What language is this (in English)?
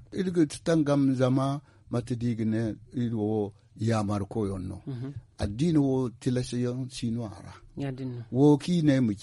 Zarma